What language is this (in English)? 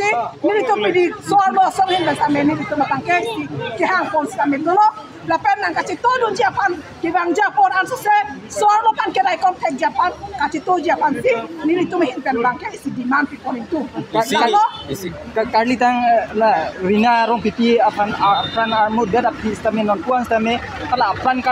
Karbi